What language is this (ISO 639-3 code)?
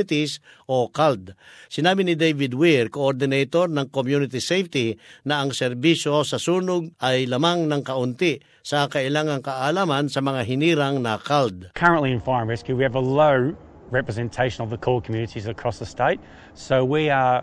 fil